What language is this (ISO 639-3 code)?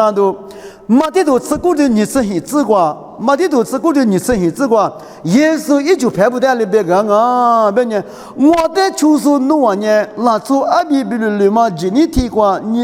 lis